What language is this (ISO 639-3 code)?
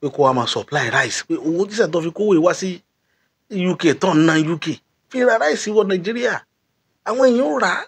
yor